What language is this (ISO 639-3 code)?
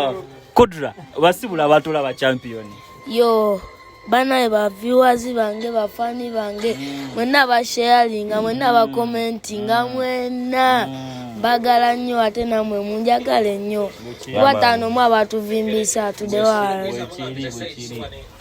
lug